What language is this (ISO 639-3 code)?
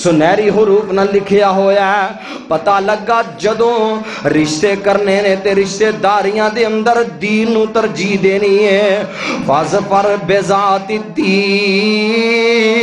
lah